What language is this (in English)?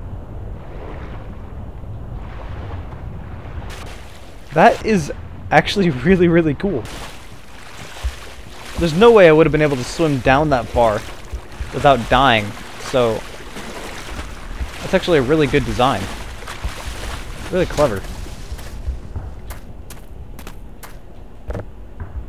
English